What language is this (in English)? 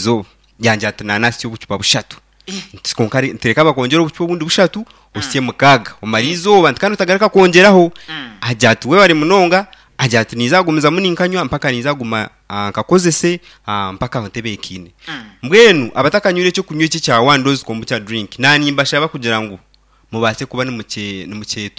Nyankole